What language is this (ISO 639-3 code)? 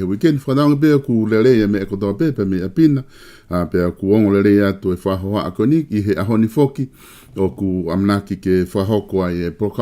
ton